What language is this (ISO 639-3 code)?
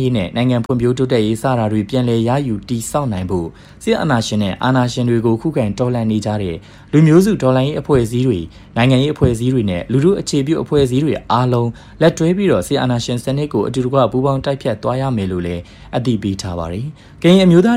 mya